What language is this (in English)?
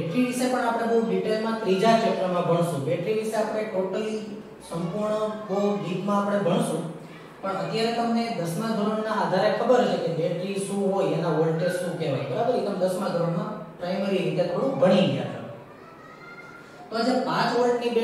Gujarati